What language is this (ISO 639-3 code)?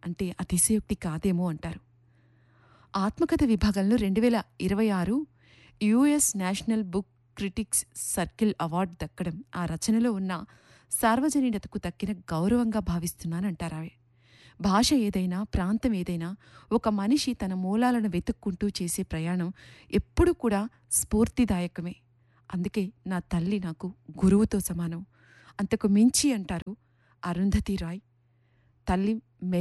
tel